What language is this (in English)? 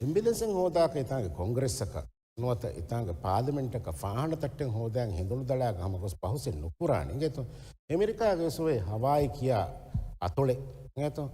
Divehi